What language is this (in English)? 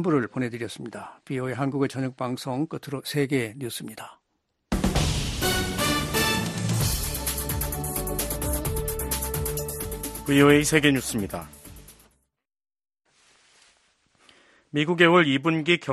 Korean